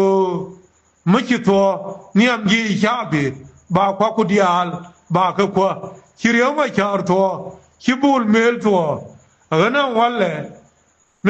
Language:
Nuer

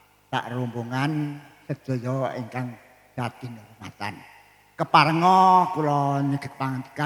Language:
Javanese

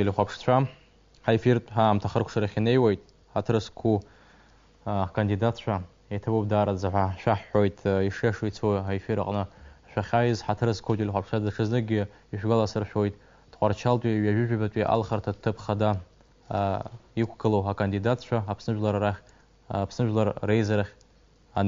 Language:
Abkhazian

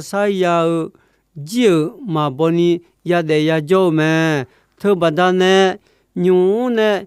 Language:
Akha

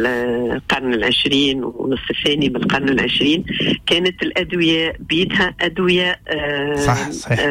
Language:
Tunisian Arabic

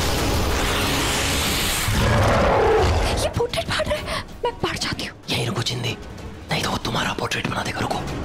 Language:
Hindi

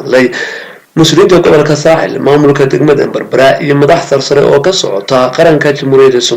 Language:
Somali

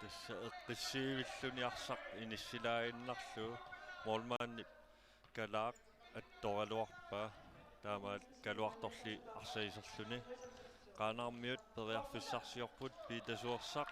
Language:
Kalaallisut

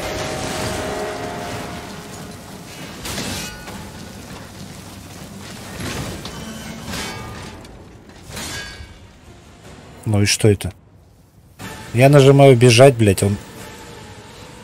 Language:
Russian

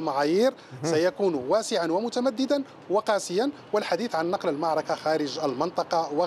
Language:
Arabic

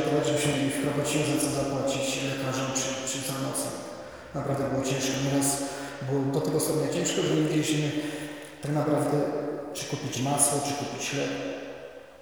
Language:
Polish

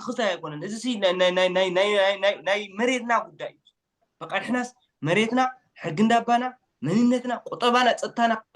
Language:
Tigrinya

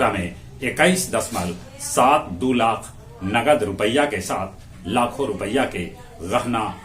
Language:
Magahi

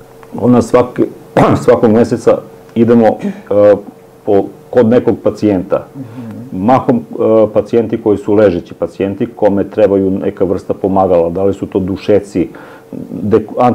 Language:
Serbian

